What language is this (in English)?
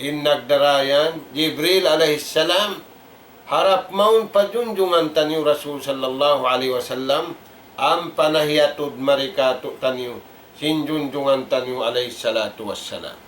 Tausug